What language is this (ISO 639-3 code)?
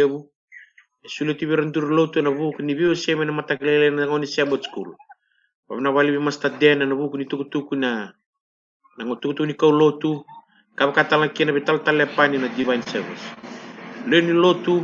fij